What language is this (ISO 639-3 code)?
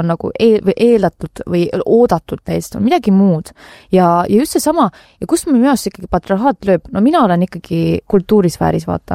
est